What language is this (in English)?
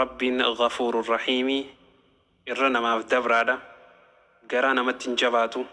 Oromo